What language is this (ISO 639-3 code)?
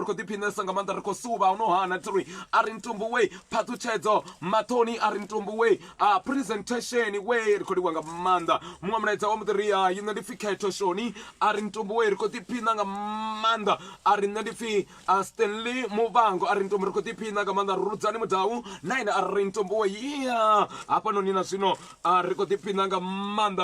ven